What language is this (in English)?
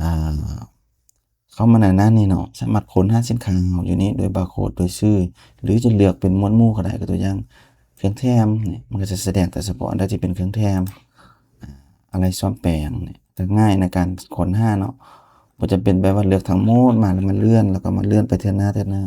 Lao